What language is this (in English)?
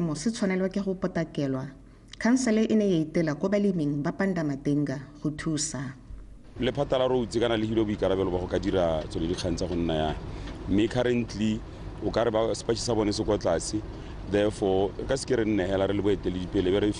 Tswana